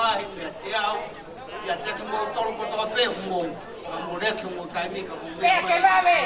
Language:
Tongan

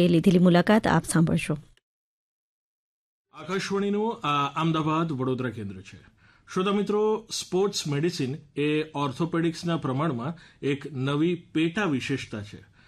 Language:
Gujarati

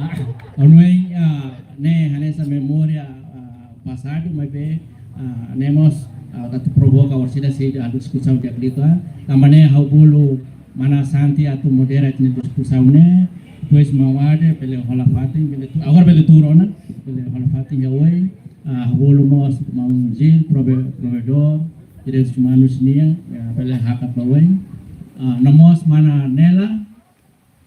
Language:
Tetum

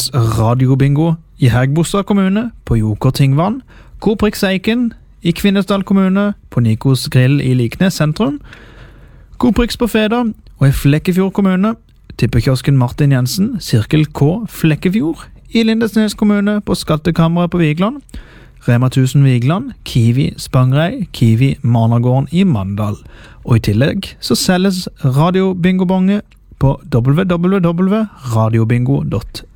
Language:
Norwegian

